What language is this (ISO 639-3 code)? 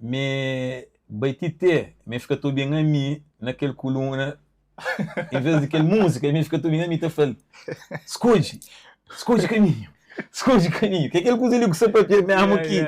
kea